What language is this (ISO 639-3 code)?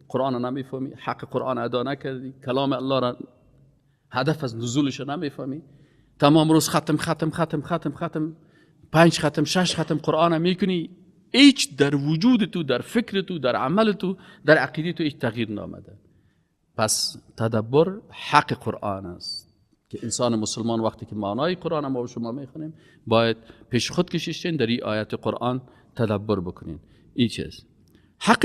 fas